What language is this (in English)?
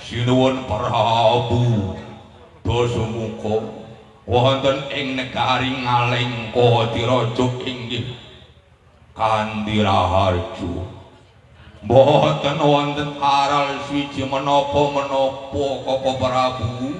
Javanese